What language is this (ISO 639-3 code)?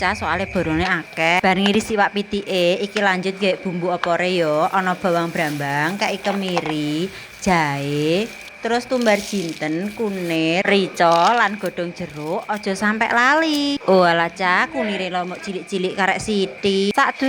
jav